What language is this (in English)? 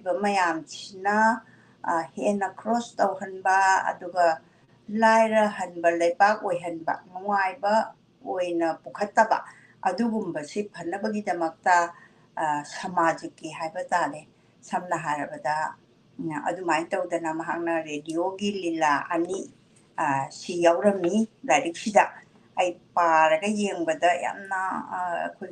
Manipuri